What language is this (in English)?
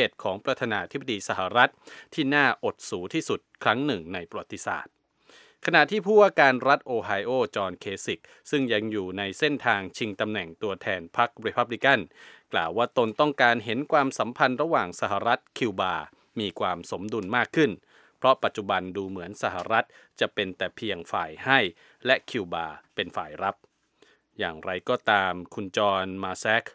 Thai